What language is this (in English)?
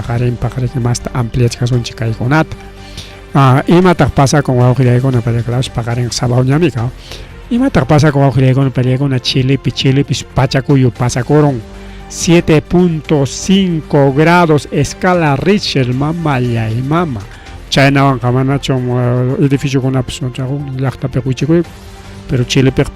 Ayacucho Quechua